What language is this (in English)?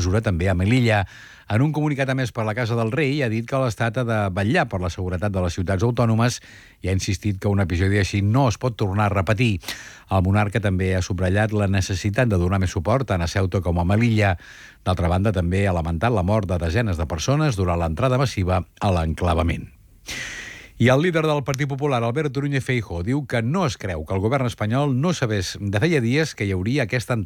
Catalan